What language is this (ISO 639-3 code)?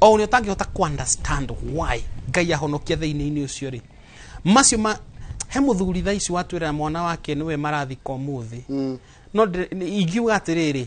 kik